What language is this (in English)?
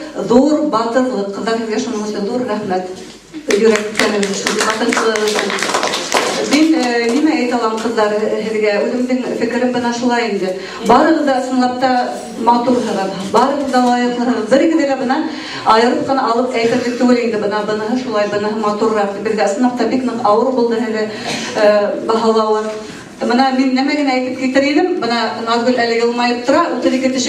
Bashkir